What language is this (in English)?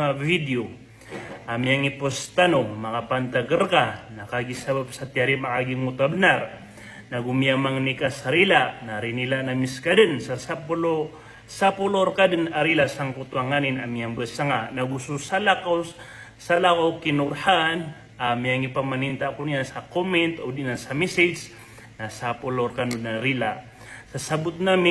Maranao